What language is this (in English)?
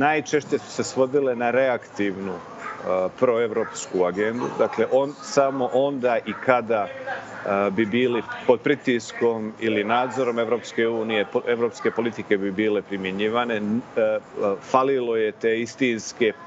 Serbian